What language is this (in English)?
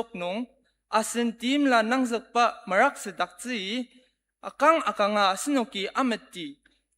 Ao Naga